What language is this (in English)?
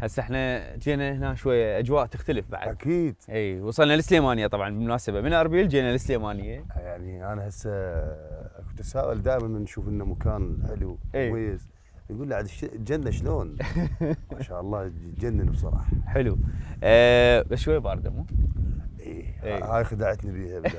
Mesopotamian Arabic